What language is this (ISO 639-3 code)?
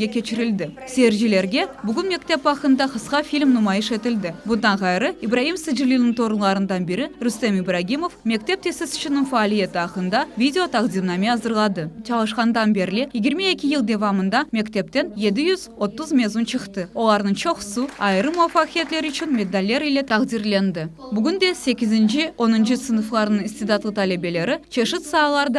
crh